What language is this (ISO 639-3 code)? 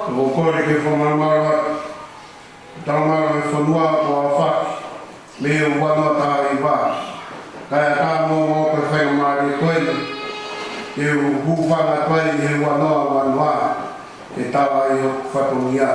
ton